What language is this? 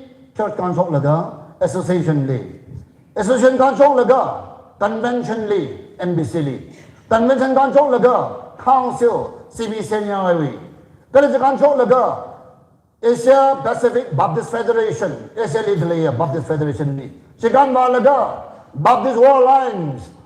Tangkhul Naga (India)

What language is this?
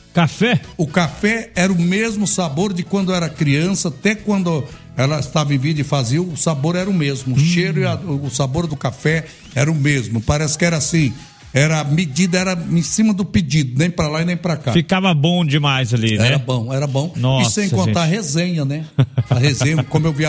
Portuguese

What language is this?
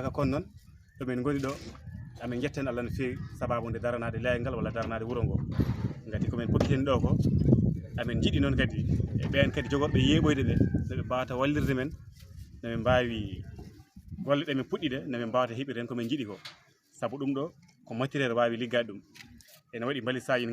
Fula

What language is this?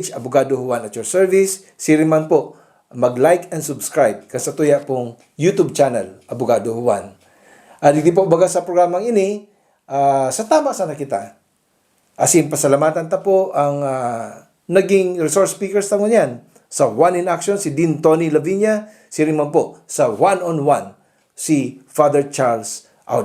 Bikol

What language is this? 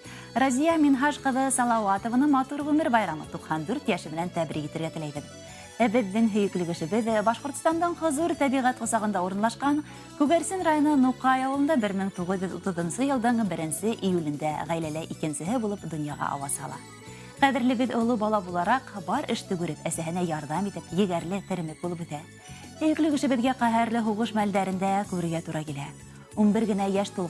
Bashkir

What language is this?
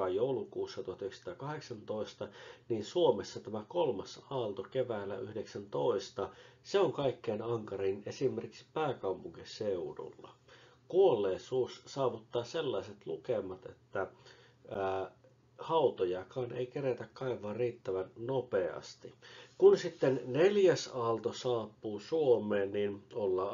Finnish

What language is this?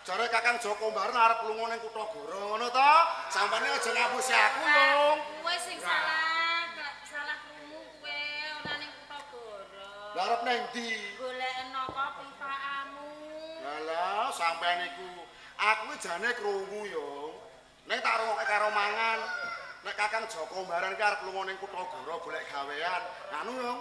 Javanese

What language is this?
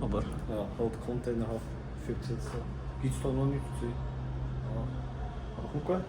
Swiss German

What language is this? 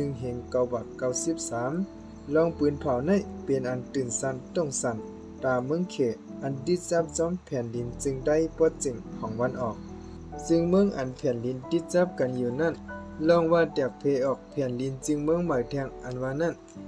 Shan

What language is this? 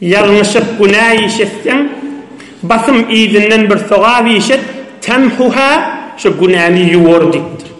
Turkmen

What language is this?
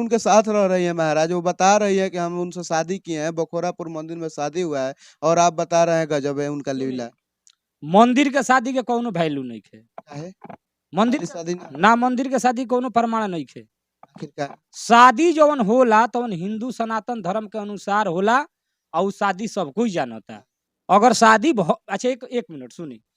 Bhojpuri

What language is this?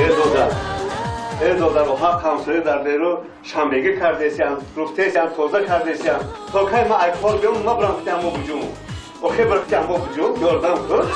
Tajik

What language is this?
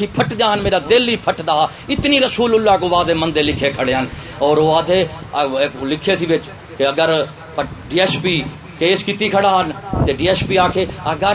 Saraiki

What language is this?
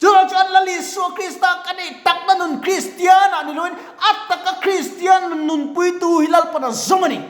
Mizo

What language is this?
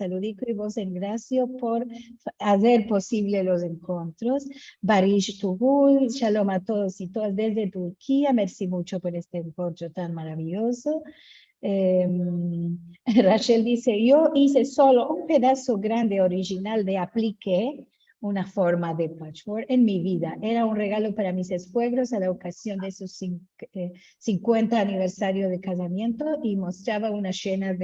Ladino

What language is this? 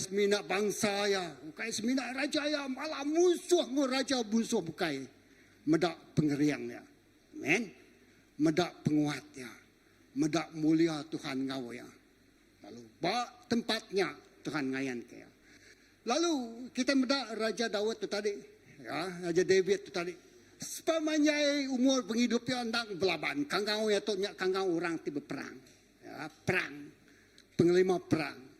Iban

